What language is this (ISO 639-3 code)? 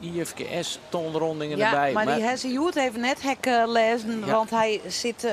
fry